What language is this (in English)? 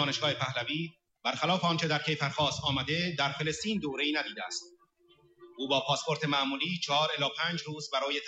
Persian